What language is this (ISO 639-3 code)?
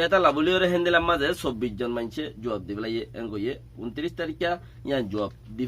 rhg